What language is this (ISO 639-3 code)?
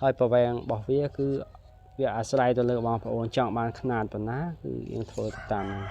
khm